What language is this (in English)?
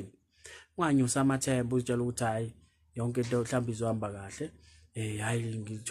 Zulu